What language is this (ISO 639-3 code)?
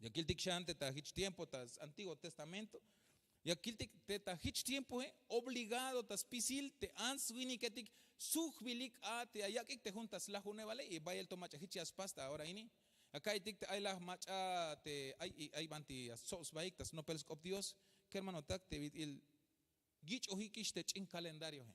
tzh